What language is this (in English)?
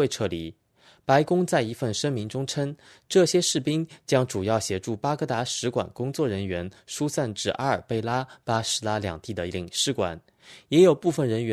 Chinese